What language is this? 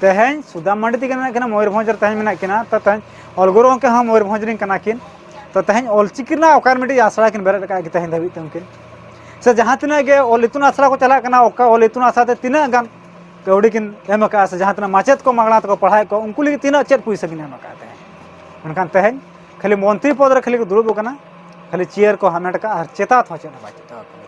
Santali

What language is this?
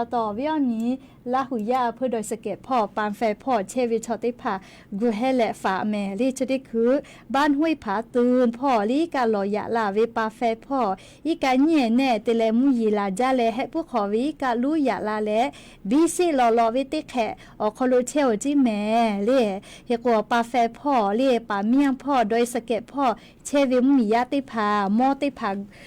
Lahu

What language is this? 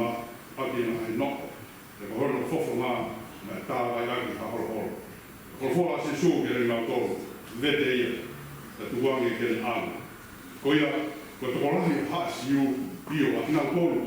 Tongan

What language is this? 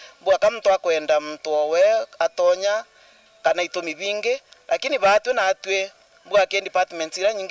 Meru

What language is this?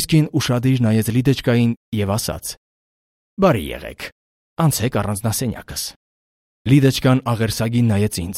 Armenian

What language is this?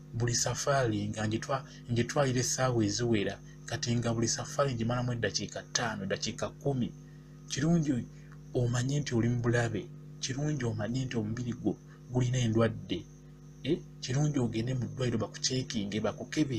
Ganda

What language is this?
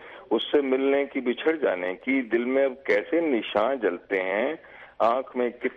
Urdu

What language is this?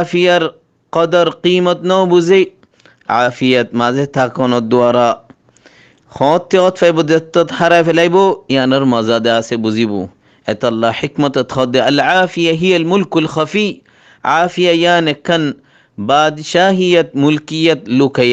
Rohingya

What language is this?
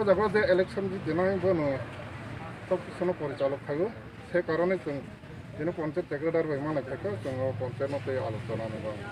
Kok Borok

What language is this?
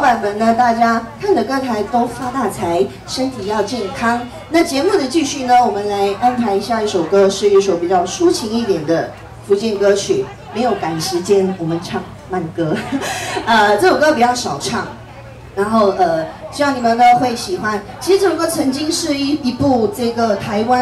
Chinese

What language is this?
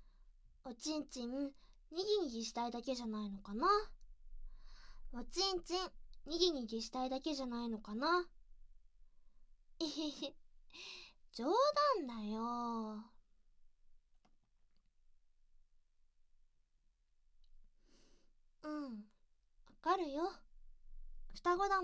Japanese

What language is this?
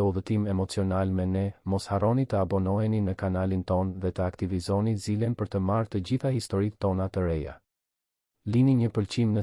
Albanian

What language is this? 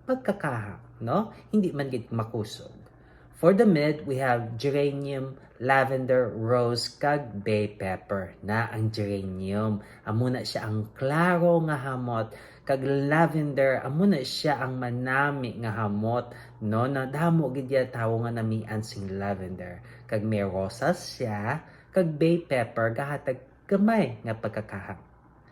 Hiligaynon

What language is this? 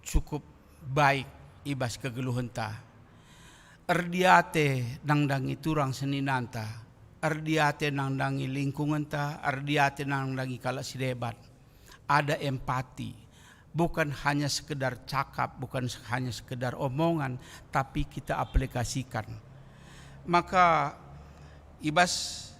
Batak Karo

